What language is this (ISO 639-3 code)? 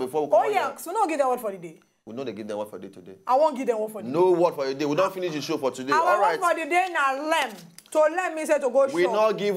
pcm